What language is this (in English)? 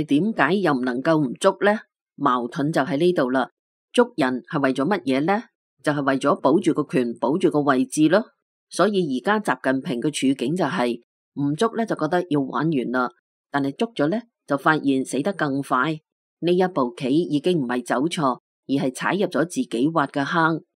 Cantonese